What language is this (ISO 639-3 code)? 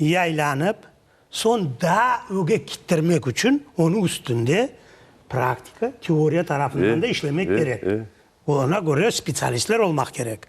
crh